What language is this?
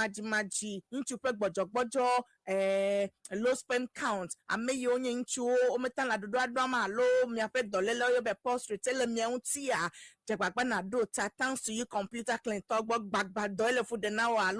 Ewe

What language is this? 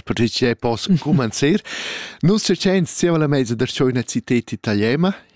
Italian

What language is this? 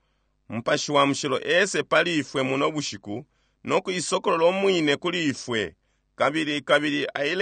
Bemba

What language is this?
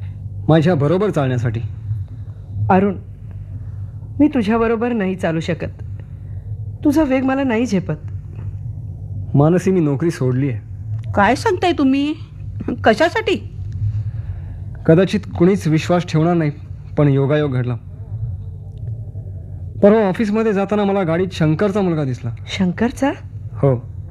Marathi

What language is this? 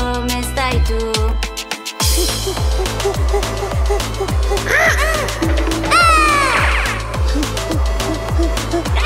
Italian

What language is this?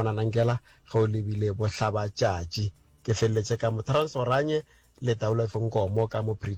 Northern Sotho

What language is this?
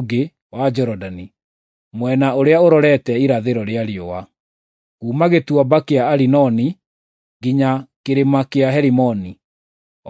Kikuyu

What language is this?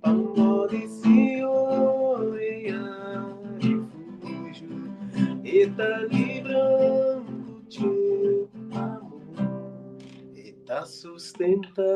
Kabuverdianu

